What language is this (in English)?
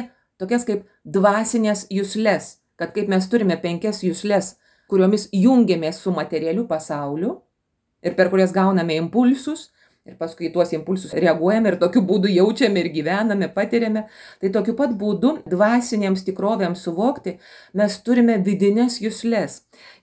Lithuanian